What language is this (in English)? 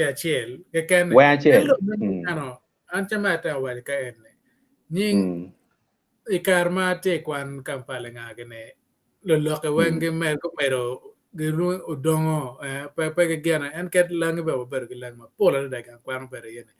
Acoli